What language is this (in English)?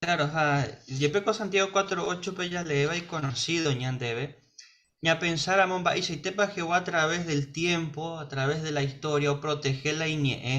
Guarani